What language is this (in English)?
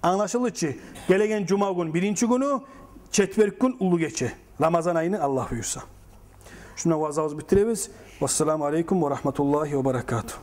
Kumyk